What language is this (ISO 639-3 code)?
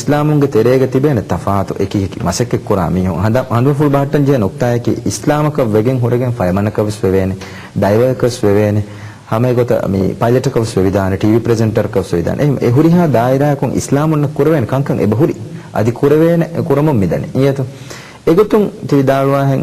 div